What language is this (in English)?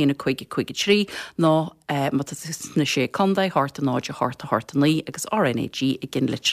Irish